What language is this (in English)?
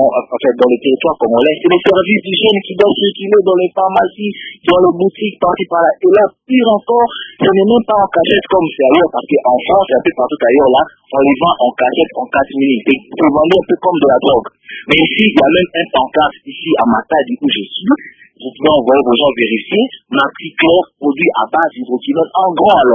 French